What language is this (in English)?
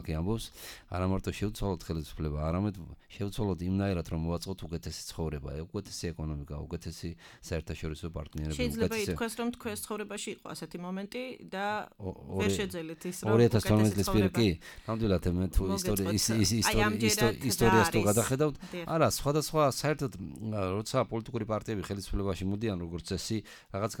Georgian